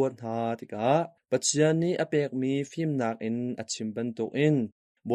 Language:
Hakha Chin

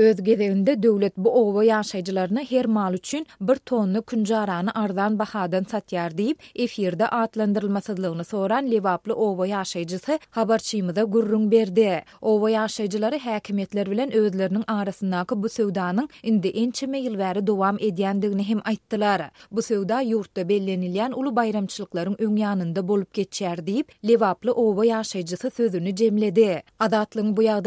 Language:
Turkmen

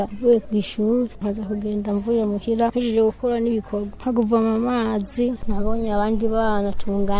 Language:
Rundi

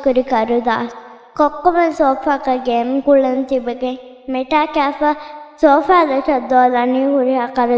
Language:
Divehi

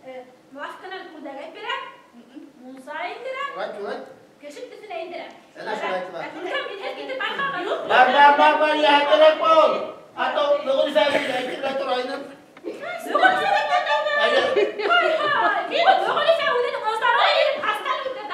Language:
Bashkir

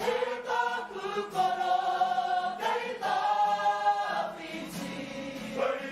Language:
Māori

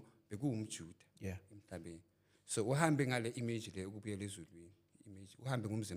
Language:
Zulu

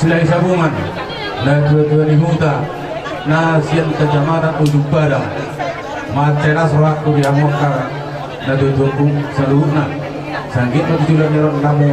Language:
Batak Toba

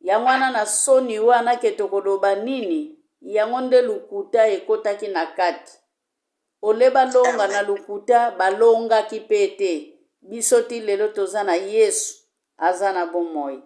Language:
Lingala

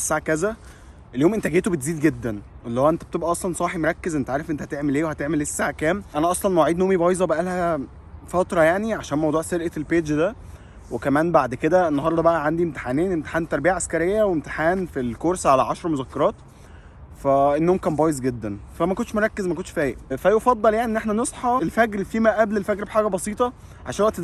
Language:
Egyptian Arabic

